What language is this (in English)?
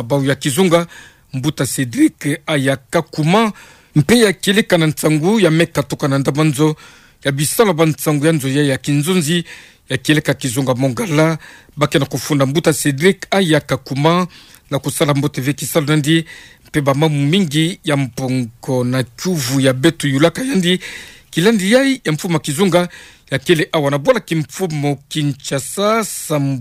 Kituba (Democratic Republic of Congo)